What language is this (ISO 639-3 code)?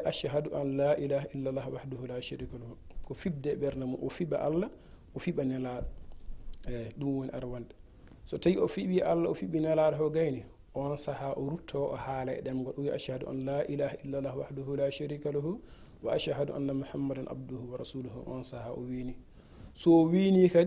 ful